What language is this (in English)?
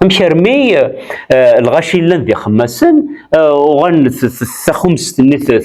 Kabyle